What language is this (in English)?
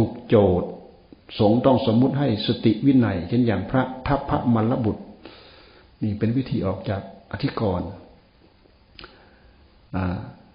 Thai